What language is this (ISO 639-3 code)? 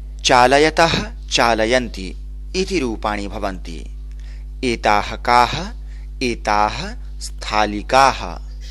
san